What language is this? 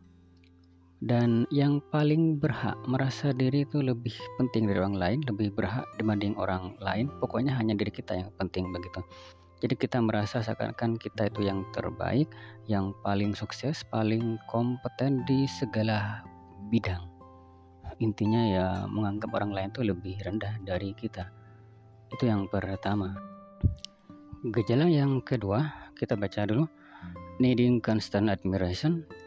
Indonesian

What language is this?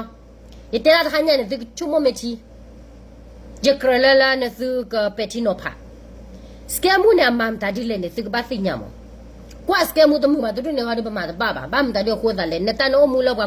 S'gaw Karen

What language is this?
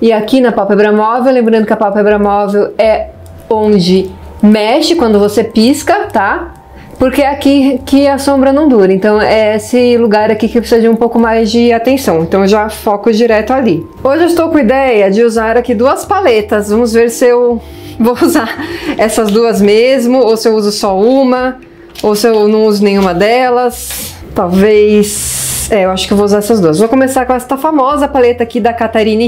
Portuguese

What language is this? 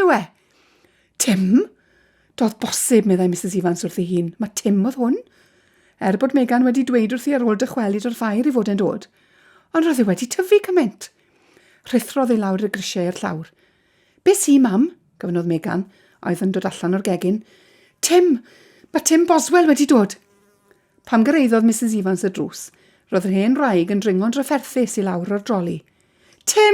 Welsh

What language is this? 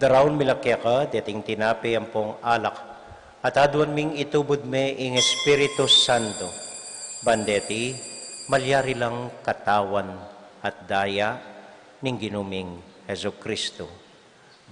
Pampanga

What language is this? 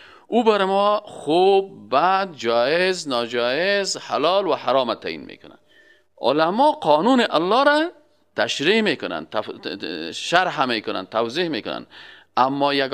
Persian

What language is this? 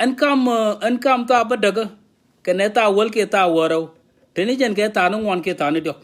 Nuer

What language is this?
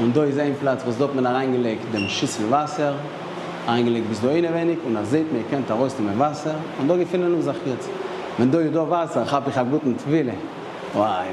Yiddish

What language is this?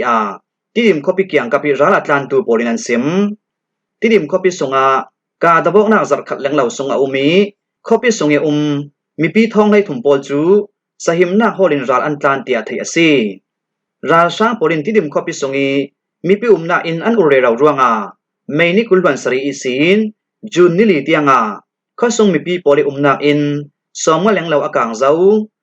Falam Chin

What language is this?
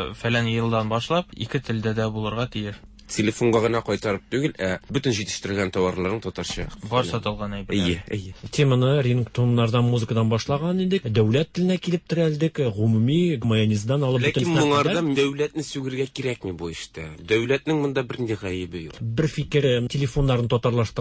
Tatar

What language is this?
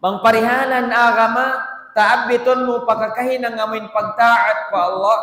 Tausug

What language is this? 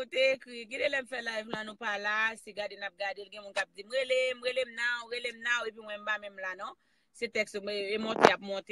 Haitian Creole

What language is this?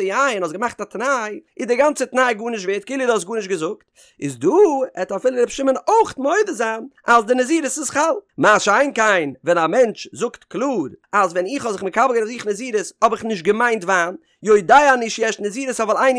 Yiddish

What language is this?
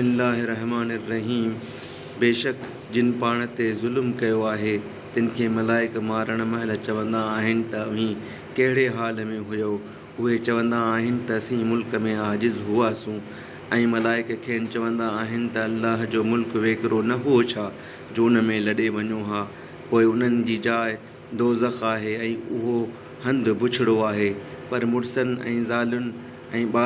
Sindhi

